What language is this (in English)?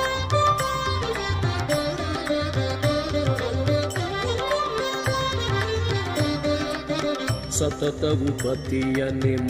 Kannada